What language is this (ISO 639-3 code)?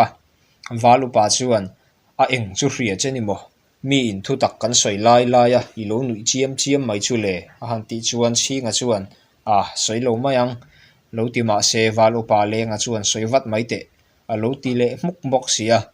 lus